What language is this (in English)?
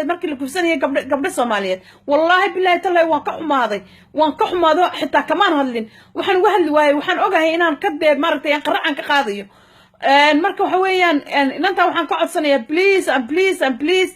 Somali